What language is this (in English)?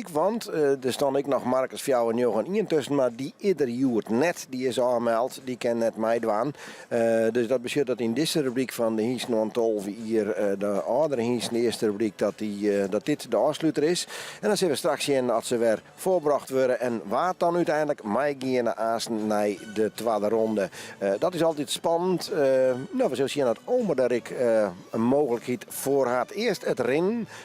Western Frisian